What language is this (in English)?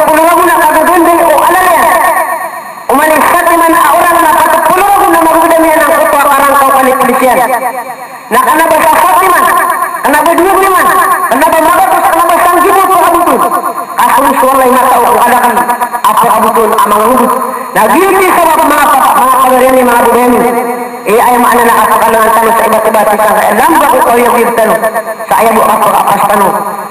Maranao